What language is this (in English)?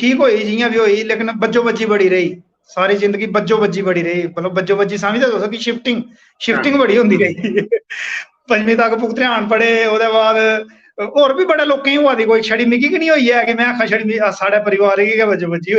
Dogri